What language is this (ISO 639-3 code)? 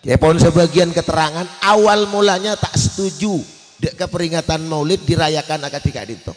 mad